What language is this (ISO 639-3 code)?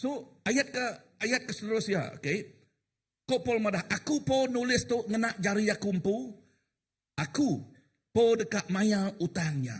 iba